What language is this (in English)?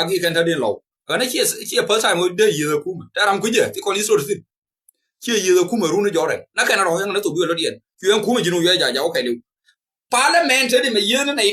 Nuer